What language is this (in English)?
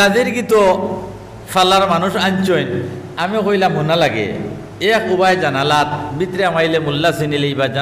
Sylheti